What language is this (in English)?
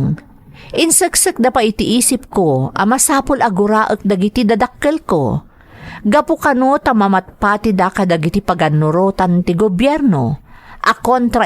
Iloko